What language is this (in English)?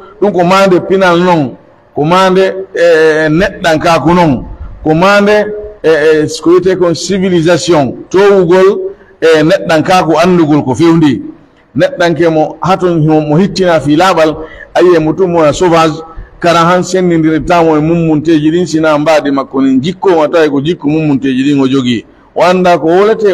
Pular